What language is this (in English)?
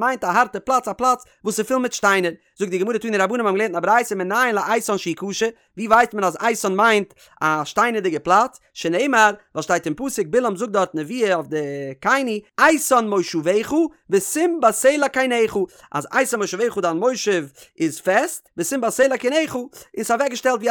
Yiddish